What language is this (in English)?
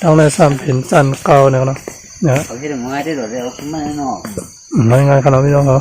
Shan